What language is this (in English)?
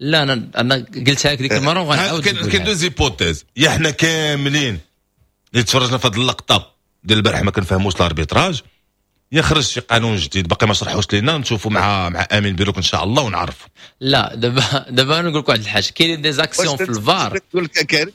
Moroccan Arabic